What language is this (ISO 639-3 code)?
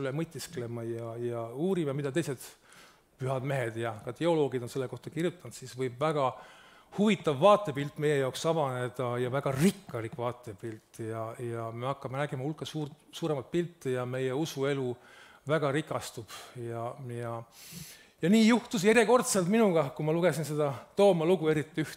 est